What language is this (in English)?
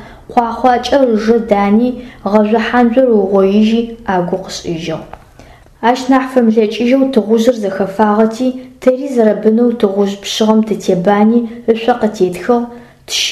Adyghe